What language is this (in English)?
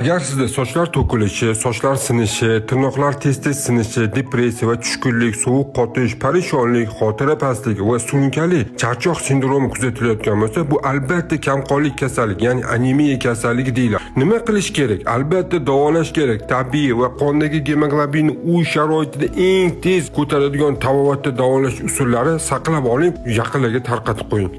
Uzbek